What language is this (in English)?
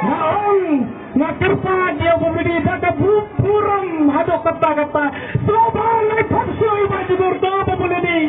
Khasi